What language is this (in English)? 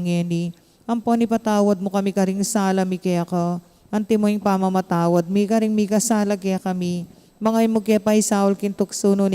Pampanga